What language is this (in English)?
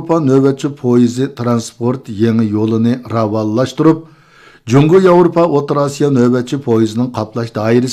Uyghur